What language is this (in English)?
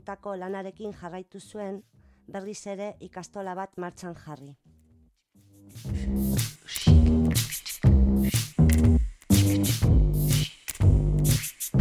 Basque